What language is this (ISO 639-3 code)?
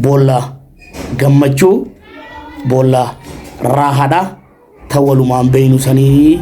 orm